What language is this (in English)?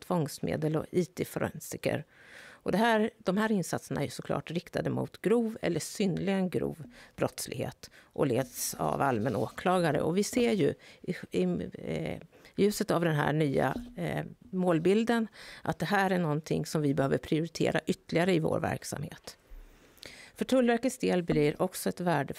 Swedish